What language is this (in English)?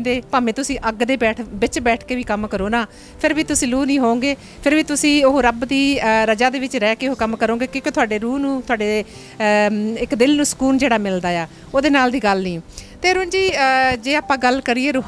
Punjabi